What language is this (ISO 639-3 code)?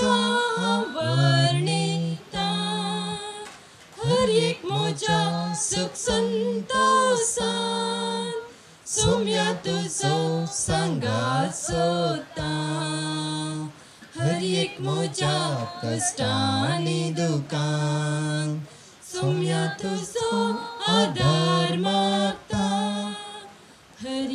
kok